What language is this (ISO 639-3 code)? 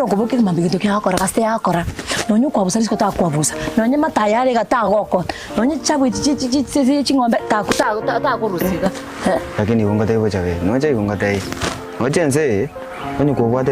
guz